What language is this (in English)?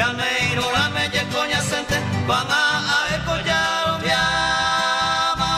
Guarani